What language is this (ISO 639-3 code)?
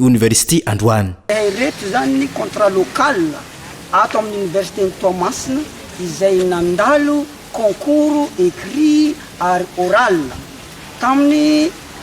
mlg